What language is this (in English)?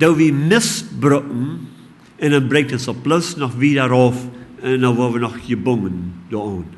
Plautdietsch